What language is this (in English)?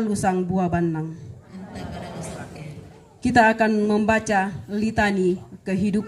Toraja-Sa'dan